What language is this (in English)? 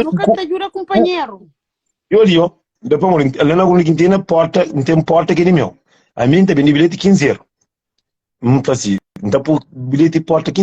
Kabuverdianu